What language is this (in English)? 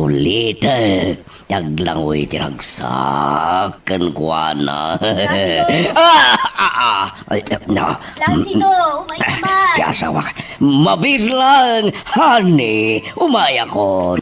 Iloko